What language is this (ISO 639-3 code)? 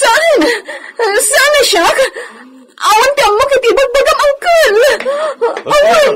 ilo